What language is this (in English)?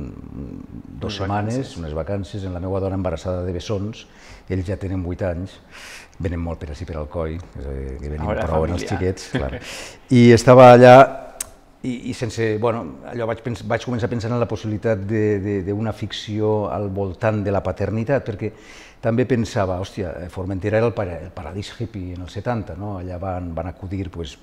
Catalan